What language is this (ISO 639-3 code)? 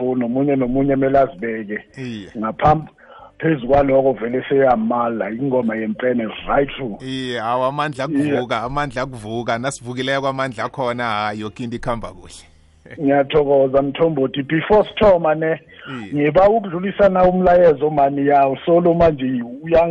nbl